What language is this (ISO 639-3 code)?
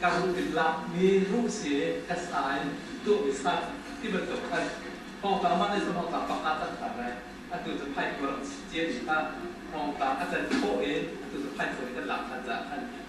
cnh